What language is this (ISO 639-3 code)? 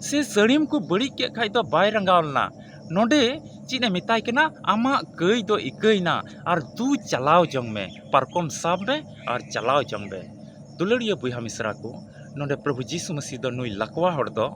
sat